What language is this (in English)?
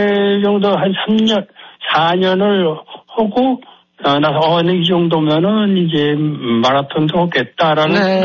Korean